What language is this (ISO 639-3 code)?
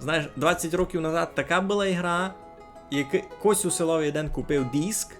rue